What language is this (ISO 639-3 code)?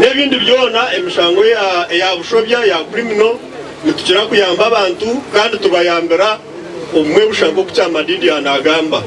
nyn